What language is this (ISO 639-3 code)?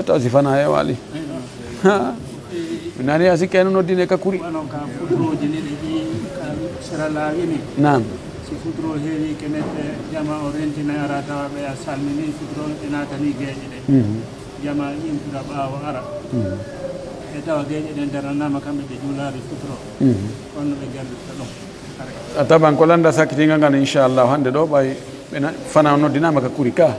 fuf